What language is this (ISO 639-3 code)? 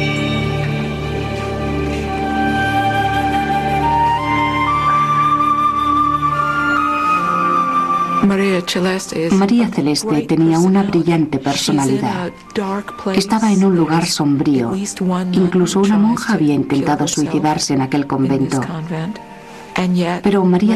spa